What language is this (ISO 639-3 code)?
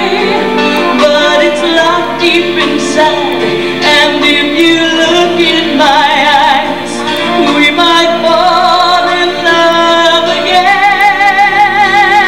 eng